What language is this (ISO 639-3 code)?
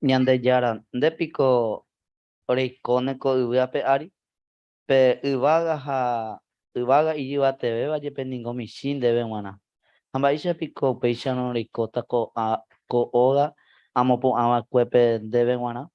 grn